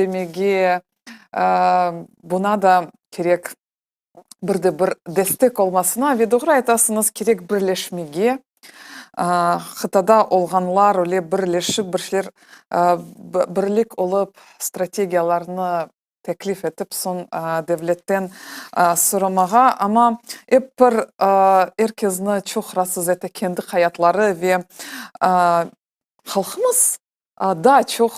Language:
Crimean Tatar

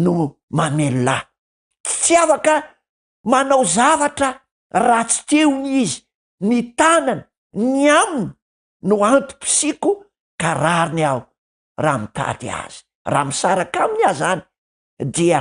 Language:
Malagasy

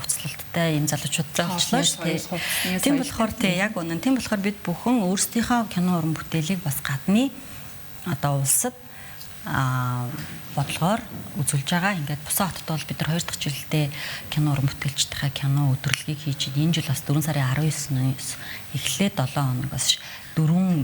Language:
Mongolian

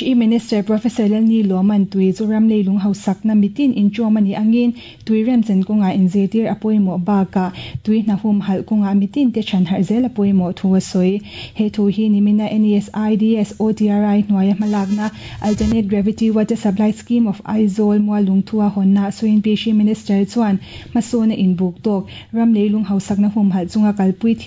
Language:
Mizo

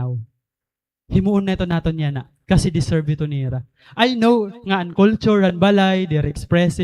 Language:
Waray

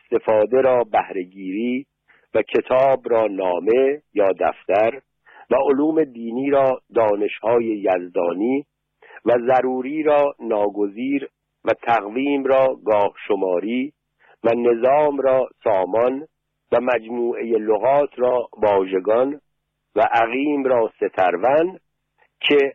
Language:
Persian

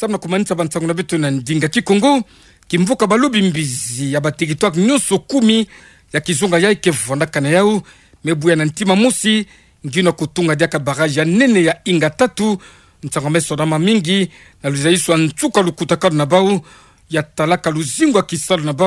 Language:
Kituba (Democratic Republic of Congo)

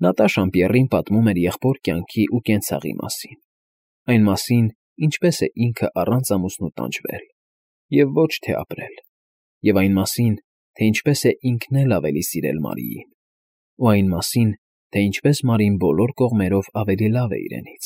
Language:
Armenian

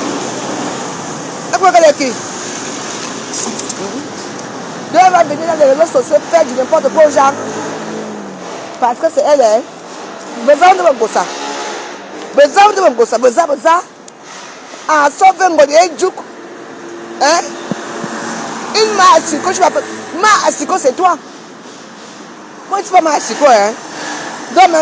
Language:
French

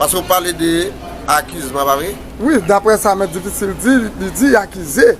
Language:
Haitian Creole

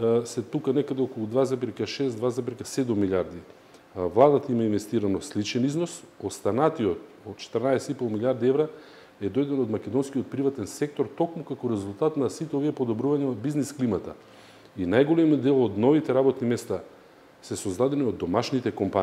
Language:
Macedonian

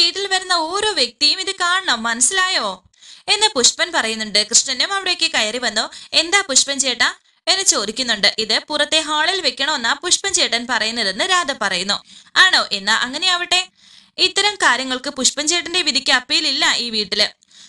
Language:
Malayalam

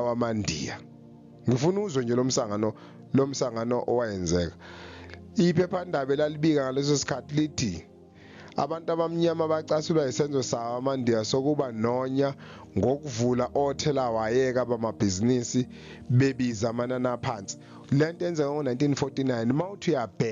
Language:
Zulu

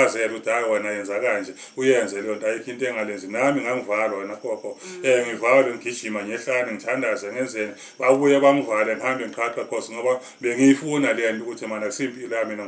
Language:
Zulu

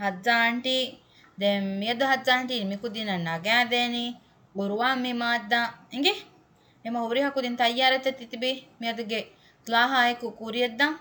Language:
Divehi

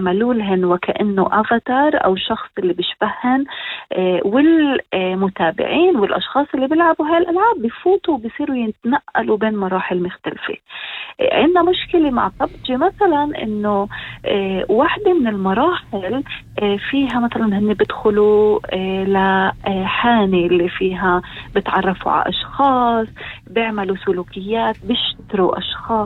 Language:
North Levantine Arabic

